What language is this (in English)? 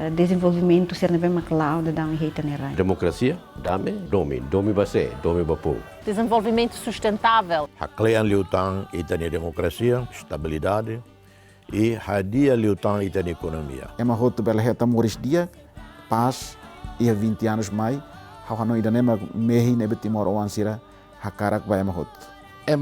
Tetum